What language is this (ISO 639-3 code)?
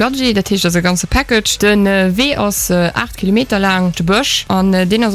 ltz